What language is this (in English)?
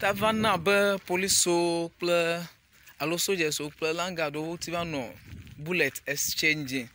Ewe